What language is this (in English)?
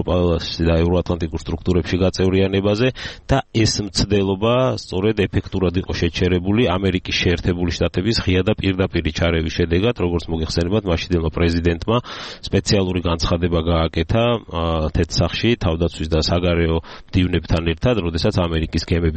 Georgian